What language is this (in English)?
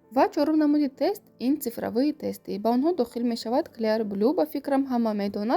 Tajik